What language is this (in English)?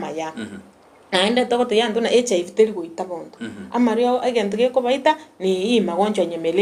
Gusii